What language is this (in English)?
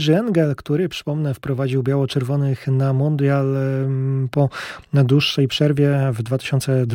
Polish